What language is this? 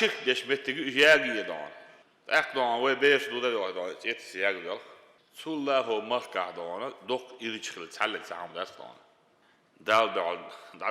Chechen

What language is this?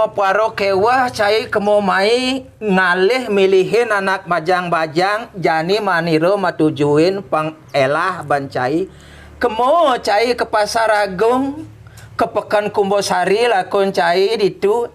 Balinese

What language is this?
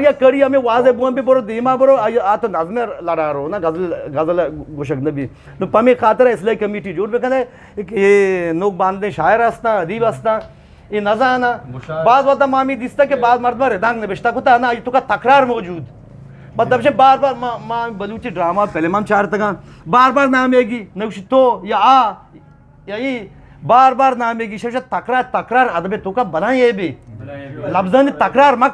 Eastern Balochi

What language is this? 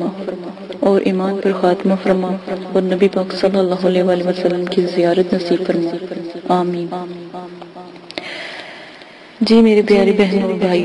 Urdu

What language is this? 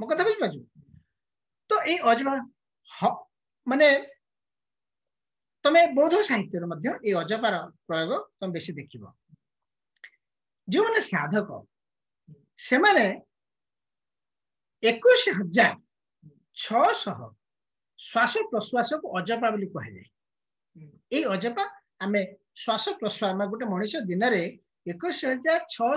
Odia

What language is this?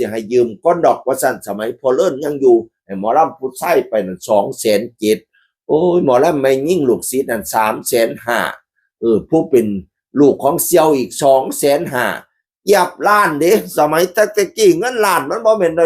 Northeastern Thai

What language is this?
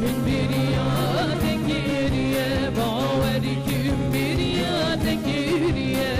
Kurdish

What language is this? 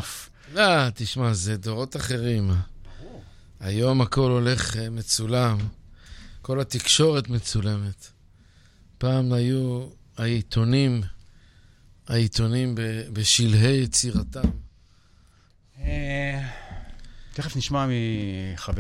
Hebrew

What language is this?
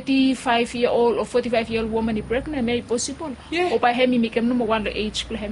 Bislama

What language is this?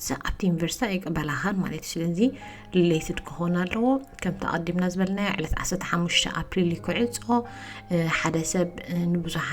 Tigrinya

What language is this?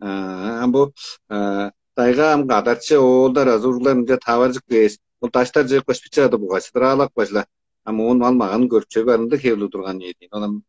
Tuvinian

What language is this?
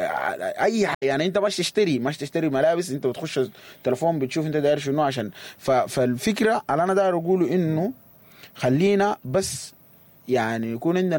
Sudanese Arabic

